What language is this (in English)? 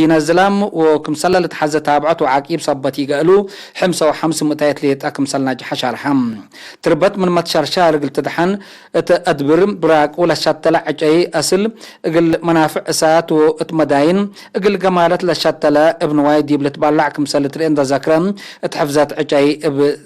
Tigre